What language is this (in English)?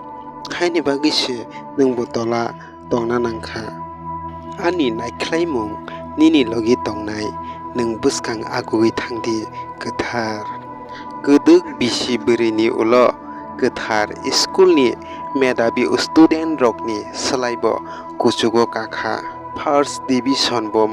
Kok Borok